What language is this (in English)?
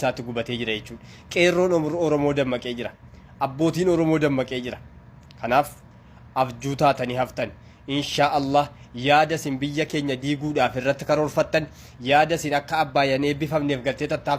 Oromo